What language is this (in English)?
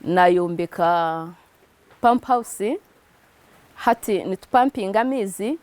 Nyankole